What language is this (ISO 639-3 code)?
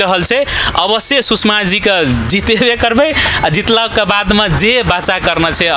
mai